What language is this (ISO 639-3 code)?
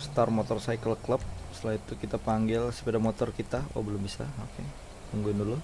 bjn